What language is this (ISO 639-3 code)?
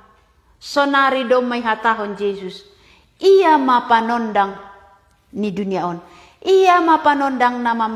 bts